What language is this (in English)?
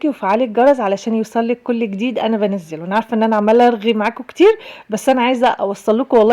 Egyptian Arabic